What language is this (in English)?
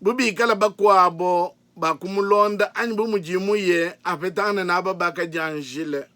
Luba-Lulua